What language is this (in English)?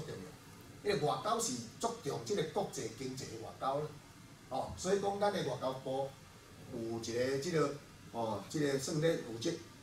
Min Nan Chinese